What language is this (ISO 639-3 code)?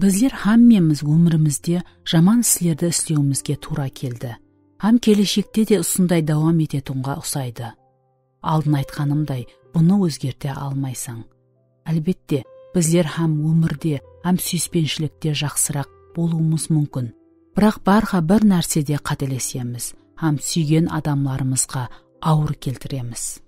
kaa